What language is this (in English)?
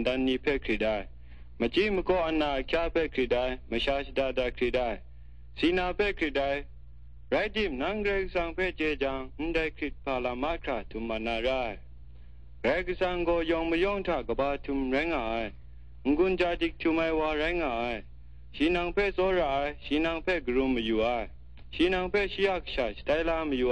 Kachin